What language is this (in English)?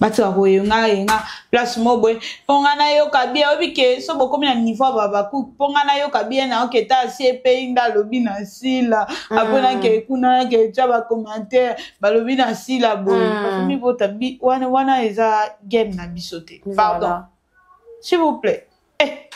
Lingala